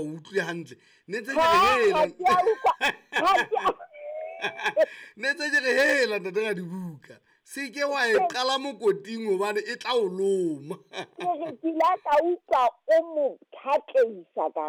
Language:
Southern Sotho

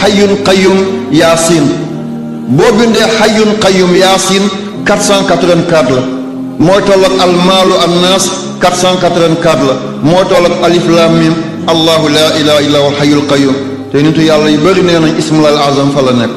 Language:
Wolof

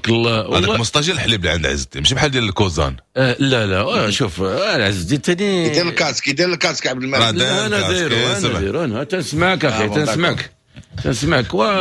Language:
Moroccan Arabic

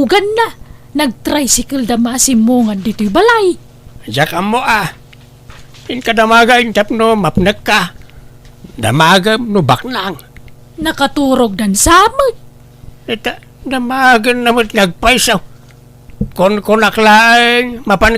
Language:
Iloko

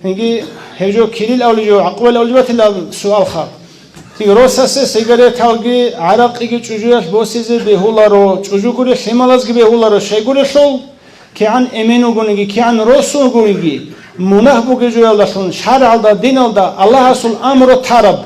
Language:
Avaric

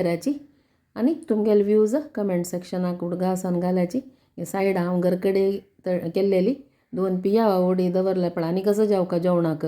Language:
Konkani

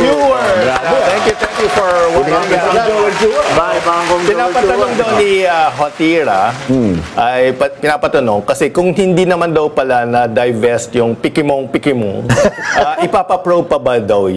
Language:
Filipino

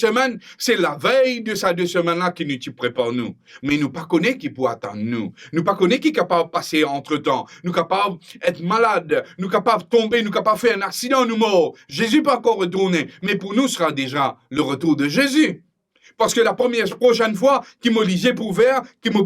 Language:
Morisyen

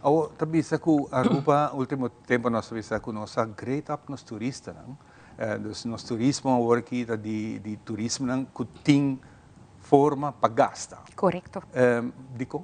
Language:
Papiamento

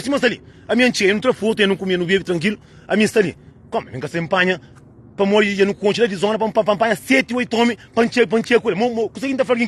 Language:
Kabuverdianu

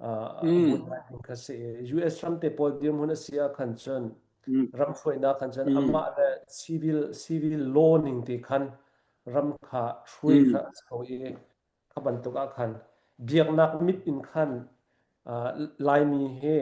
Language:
Hakha Chin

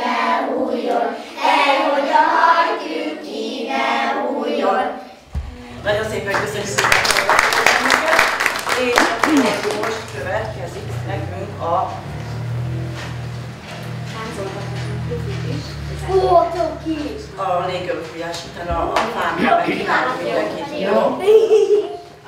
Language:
Hungarian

